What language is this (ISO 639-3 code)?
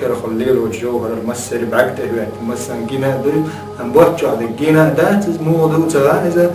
che